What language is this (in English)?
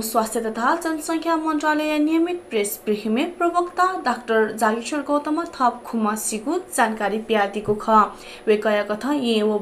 Newari